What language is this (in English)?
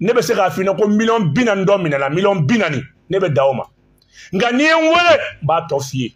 Bambara